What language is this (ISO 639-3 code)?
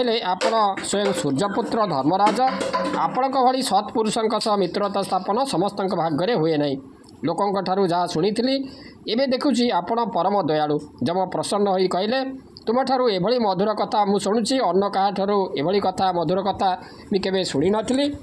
ori